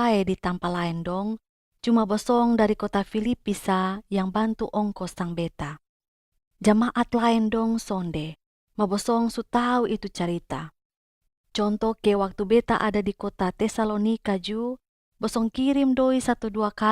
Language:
Kupang Malay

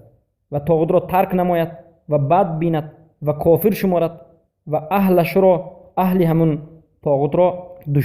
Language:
Persian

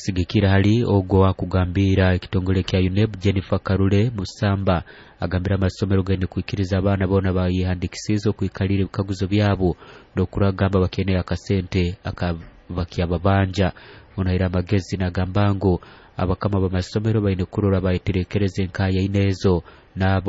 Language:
Nyoro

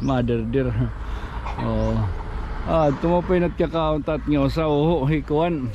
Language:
Waray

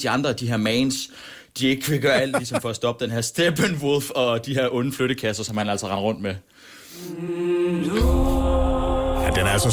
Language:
Danish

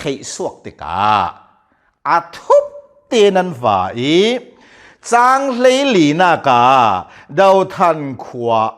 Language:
Hakha Chin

